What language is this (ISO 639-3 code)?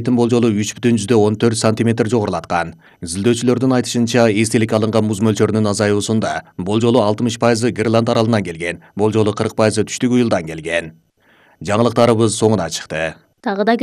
kir